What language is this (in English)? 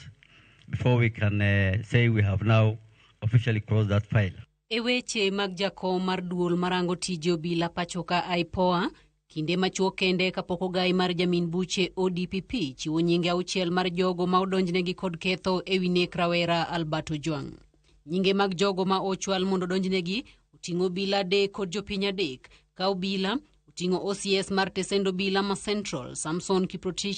Luo (Kenya and Tanzania)